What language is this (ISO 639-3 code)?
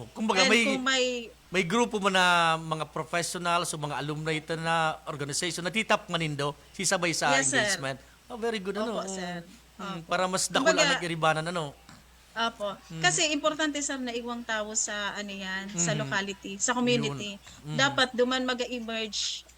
bik